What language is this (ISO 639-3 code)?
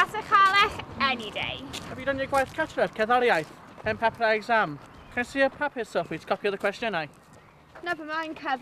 cym